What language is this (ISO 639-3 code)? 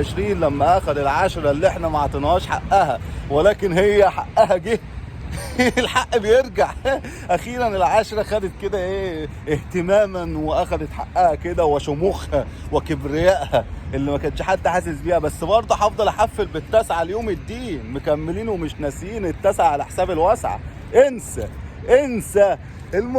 arz